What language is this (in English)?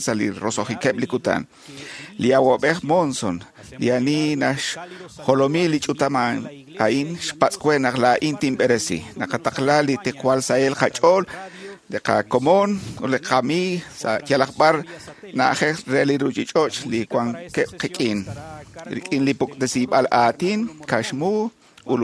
Kekchí